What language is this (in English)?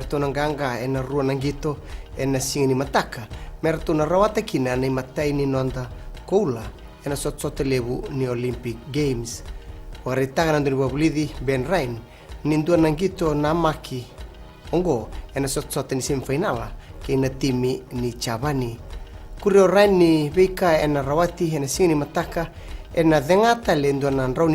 Fijian